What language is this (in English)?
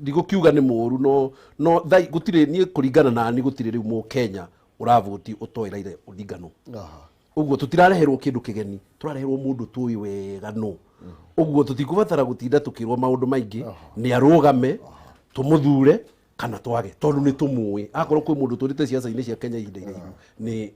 Kikuyu